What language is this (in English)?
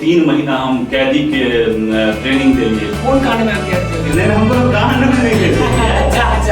Maithili